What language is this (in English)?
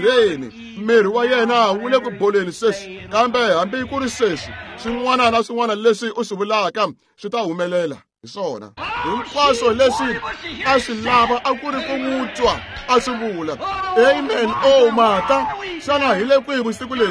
Tsonga